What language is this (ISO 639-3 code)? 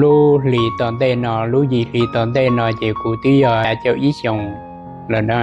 hmn